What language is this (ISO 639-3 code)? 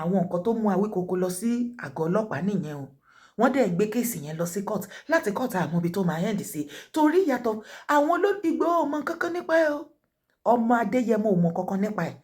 yor